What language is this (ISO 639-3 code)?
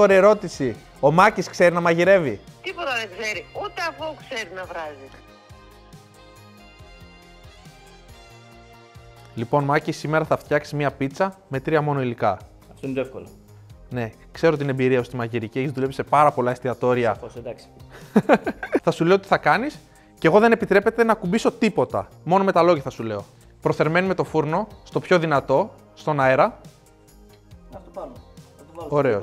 ell